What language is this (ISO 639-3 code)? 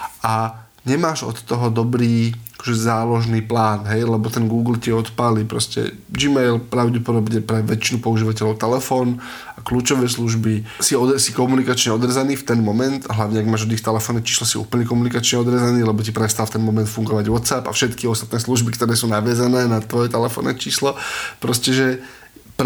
slk